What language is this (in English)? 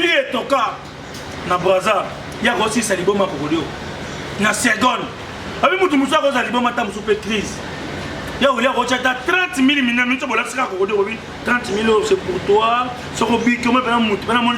Lingala